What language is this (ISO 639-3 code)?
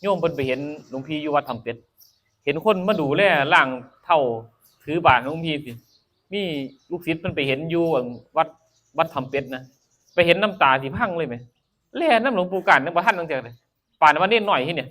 tts